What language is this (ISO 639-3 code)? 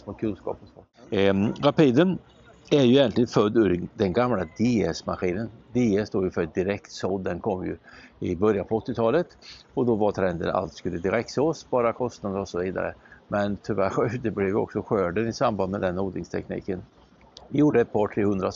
swe